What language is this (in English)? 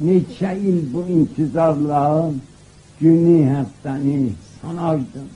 South Azerbaijani